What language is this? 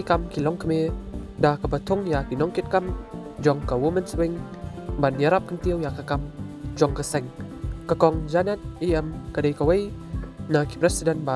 Khasi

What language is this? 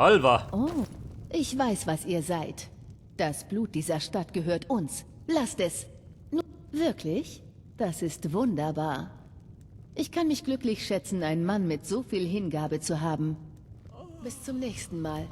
Bavarian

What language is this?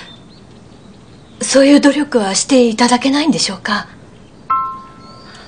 Japanese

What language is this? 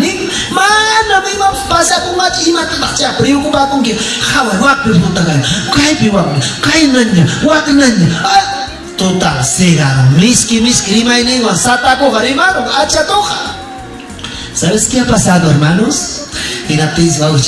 Ayacucho Quechua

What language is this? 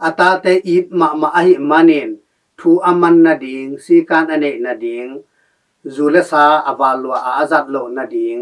Tedim Chin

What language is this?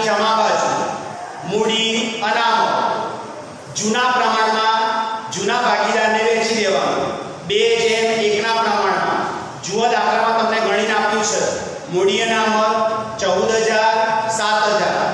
Gujarati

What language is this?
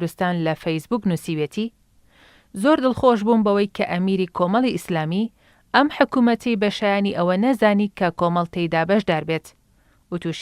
Central Kurdish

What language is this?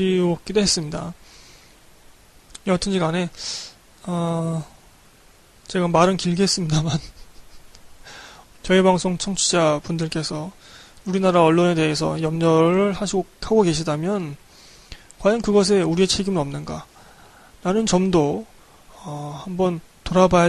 Korean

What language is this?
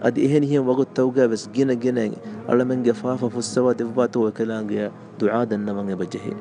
Divehi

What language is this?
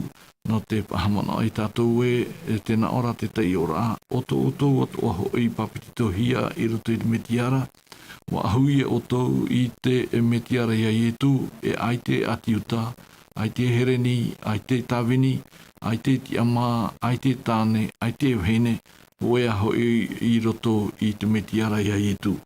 Tahitian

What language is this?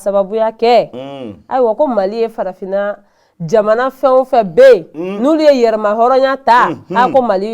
Bambara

